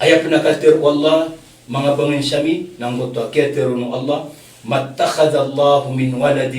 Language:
Maranao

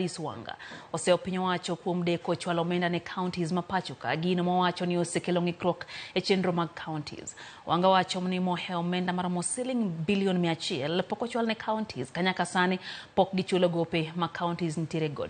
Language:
Luo (Kenya and Tanzania)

